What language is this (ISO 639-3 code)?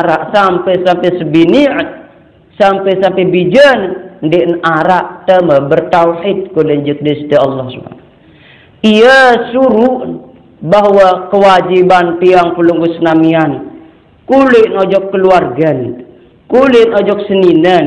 sas